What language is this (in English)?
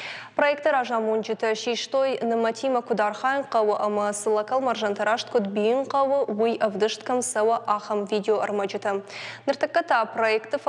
Ossetic